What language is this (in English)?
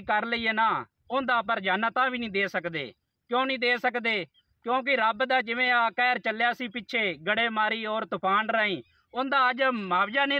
Punjabi